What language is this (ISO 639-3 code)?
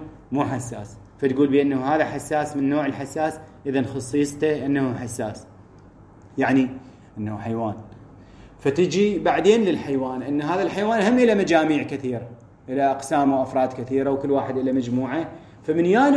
acm